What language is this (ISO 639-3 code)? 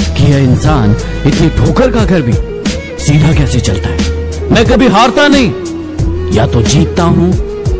hin